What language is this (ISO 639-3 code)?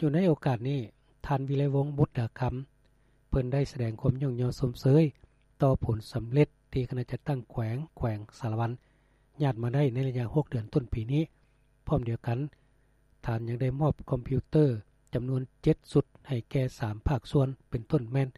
lao